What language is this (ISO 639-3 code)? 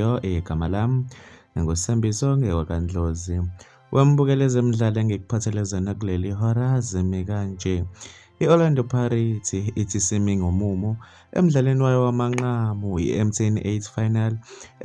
zul